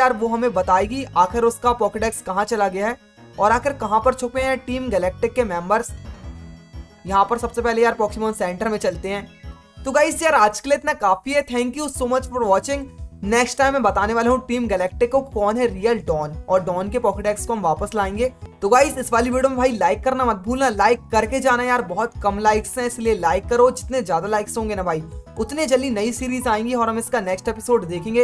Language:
Hindi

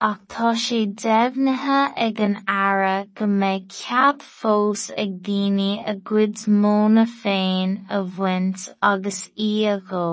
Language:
Irish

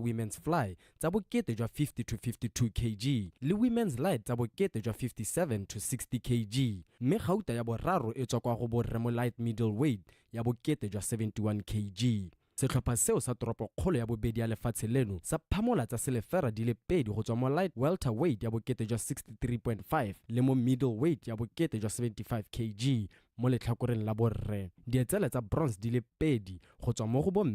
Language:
Tswana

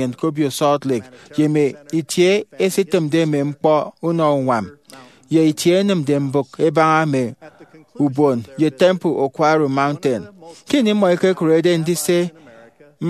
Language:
Efik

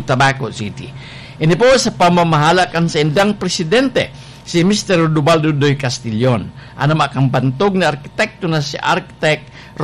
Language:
Bikol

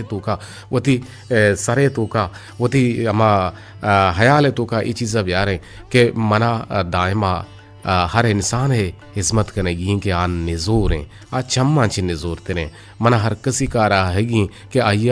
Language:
Eastern Balochi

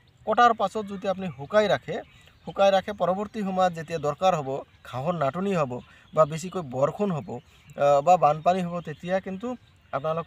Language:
Assamese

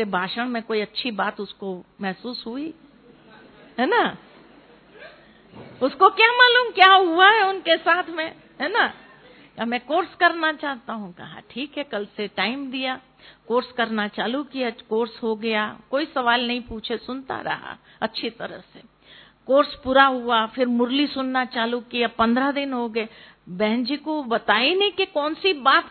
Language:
Hindi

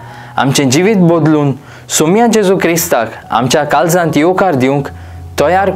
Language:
Konkani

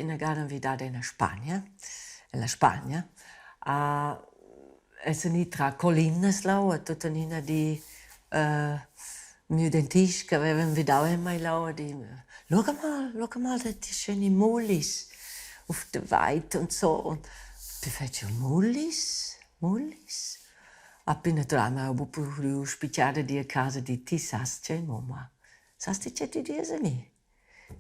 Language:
Romansh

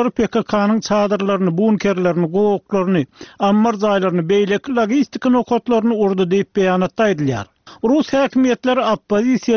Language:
Turkmen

